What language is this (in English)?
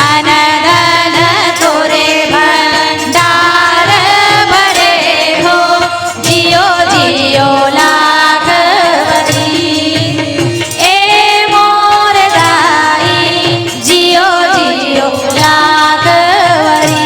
Chhattisgarhi